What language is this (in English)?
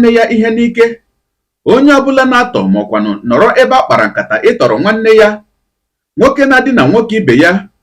Igbo